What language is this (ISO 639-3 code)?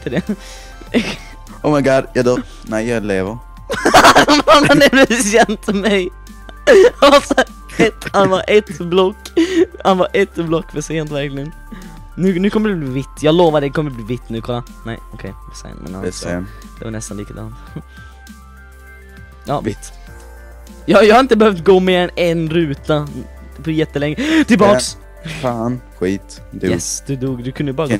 swe